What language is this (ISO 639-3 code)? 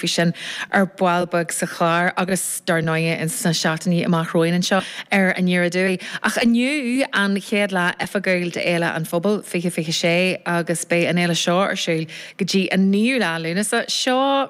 gle